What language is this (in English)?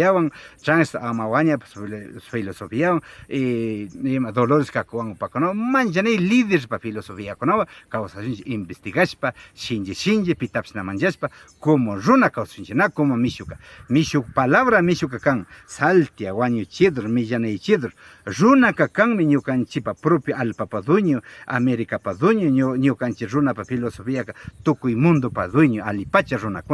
Imbabura Highland Quichua